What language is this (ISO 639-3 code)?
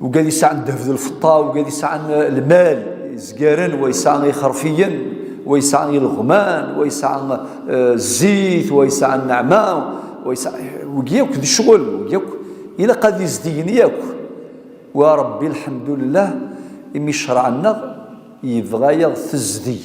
kab